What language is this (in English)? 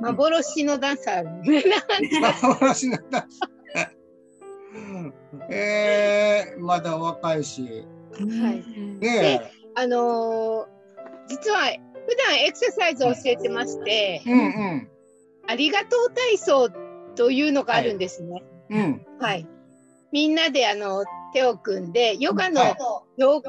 Japanese